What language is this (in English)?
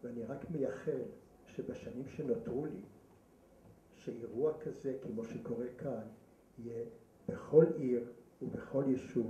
Hebrew